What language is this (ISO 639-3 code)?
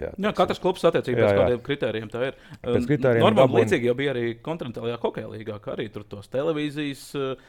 lav